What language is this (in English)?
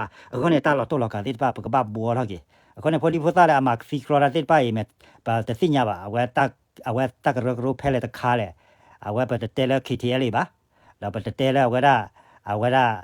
S'gaw Karen